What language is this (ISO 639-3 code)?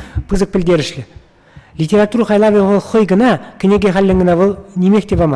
chv